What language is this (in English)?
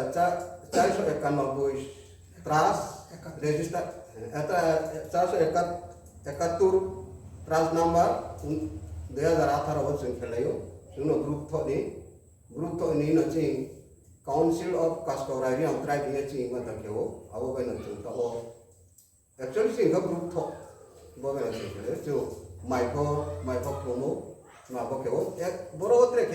Riang (India)